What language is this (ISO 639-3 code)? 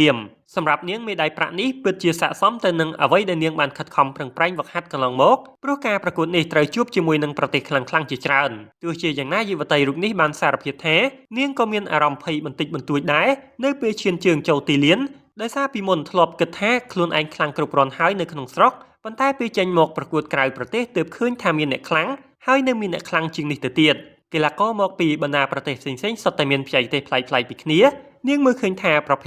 khm